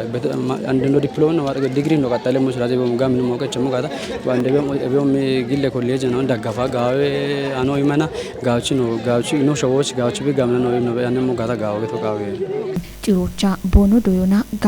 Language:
Kafa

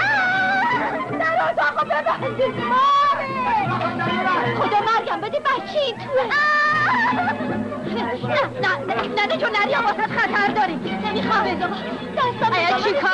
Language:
Persian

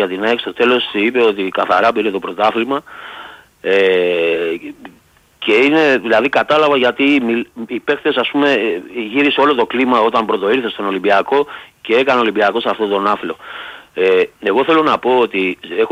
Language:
Greek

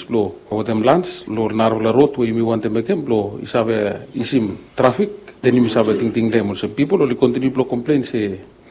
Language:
Bislama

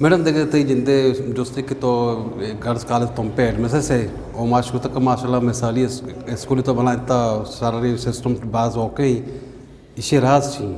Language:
Eastern Balochi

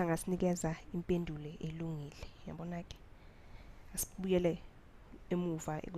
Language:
Zulu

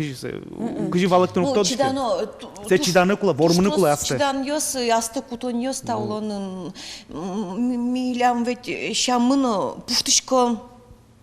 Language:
Udmurt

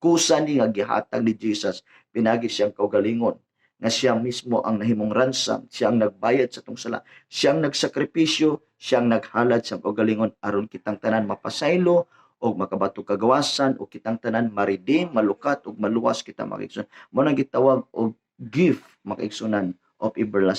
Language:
Cebuano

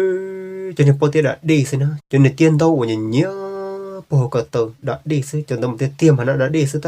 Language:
Hmong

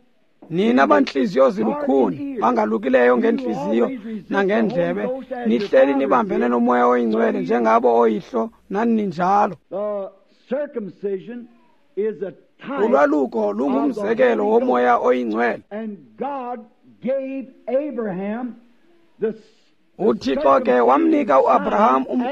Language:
Xhosa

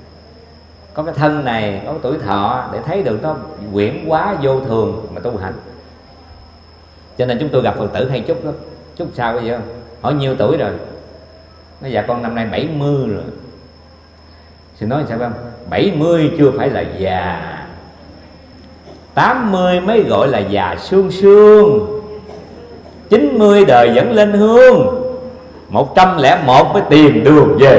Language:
Vietnamese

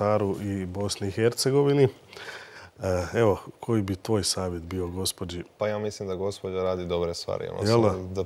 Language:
Croatian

